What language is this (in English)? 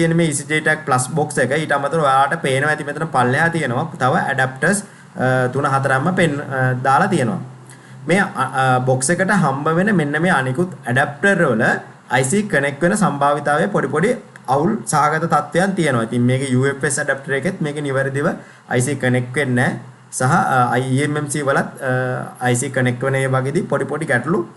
Sinhala